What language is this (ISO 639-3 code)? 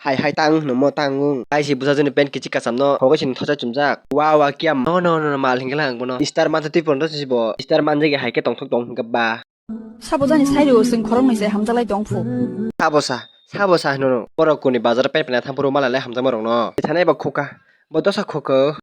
trp